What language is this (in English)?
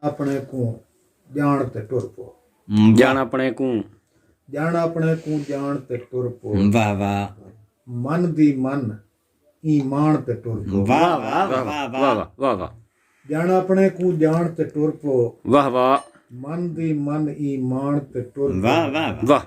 Saraiki